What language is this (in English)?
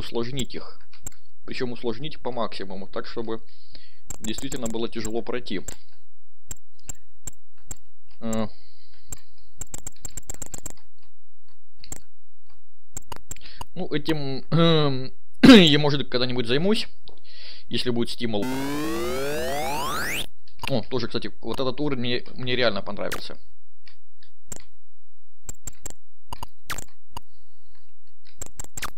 Russian